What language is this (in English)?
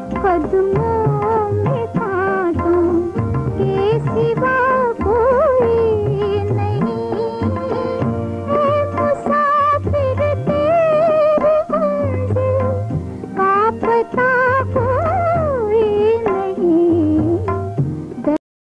Hindi